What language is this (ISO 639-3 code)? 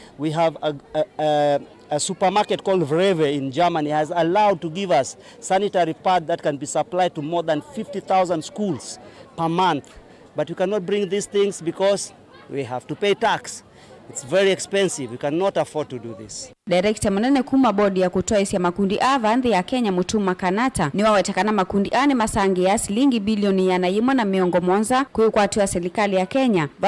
kam